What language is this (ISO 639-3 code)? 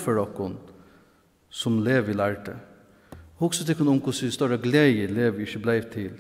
fao